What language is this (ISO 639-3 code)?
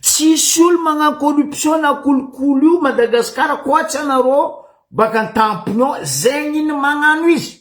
mlg